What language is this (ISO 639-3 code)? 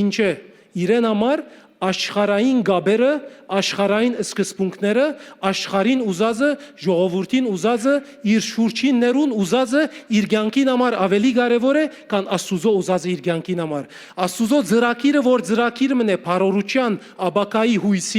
hyw